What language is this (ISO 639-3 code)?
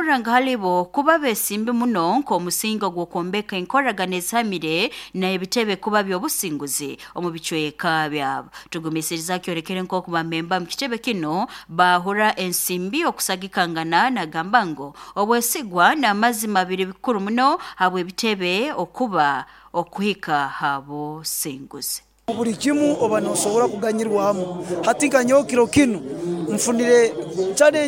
nyo